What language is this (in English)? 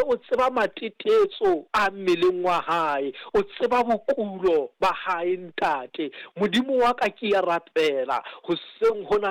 Southern Sotho